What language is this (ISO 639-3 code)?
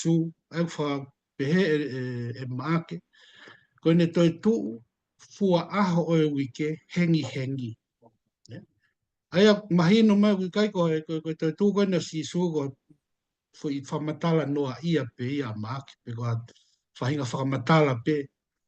ton